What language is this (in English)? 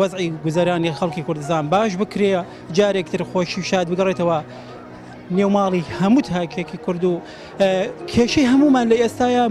Central Kurdish